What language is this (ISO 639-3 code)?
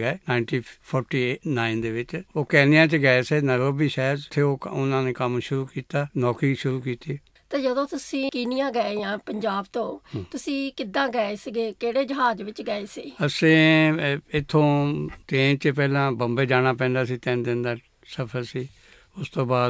pan